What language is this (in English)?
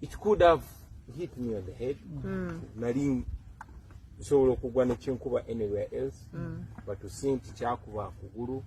Ganda